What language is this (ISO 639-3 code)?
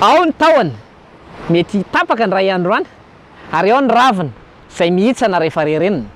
mlg